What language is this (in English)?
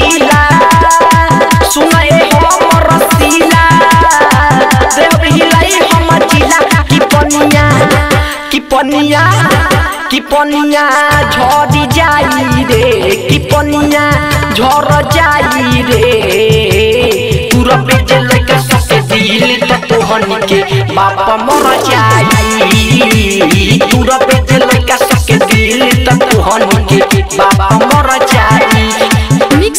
Bhojpuri